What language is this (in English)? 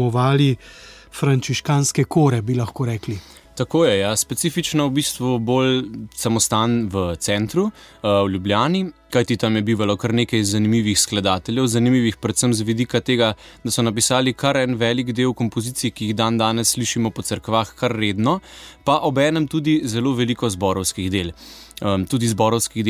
Slovenian